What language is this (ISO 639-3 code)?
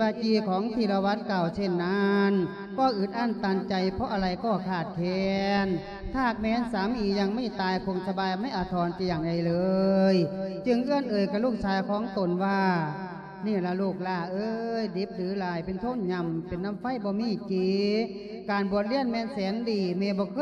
lao